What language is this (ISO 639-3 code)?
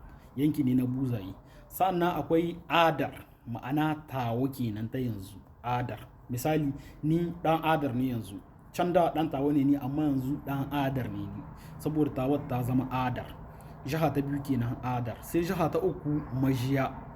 hau